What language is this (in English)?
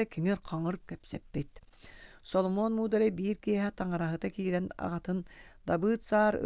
Yakut